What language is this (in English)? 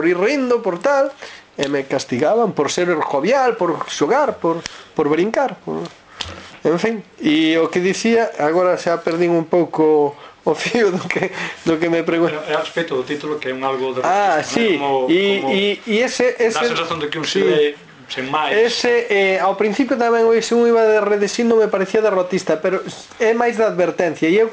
Galician